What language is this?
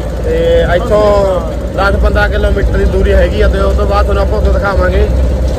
Punjabi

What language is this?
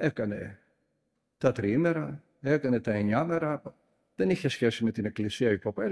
Greek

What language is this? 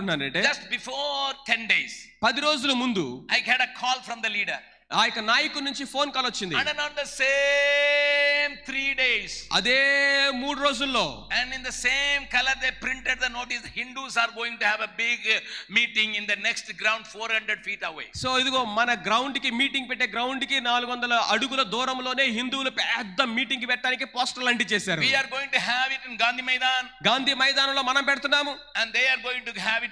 Telugu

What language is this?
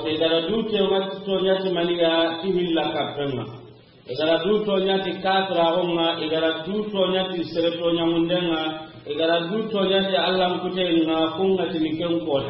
Soninke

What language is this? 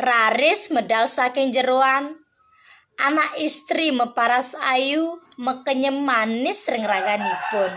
Balinese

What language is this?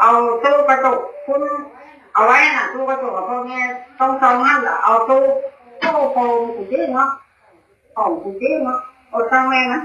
Northeastern Thai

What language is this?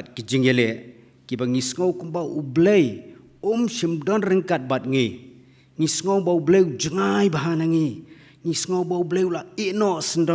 Khasi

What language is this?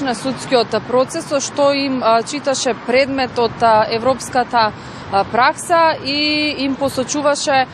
Macedonian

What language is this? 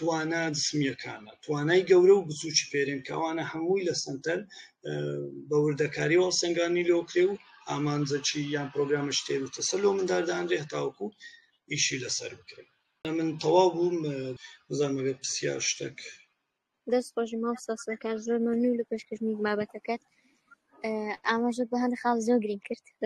Central Kurdish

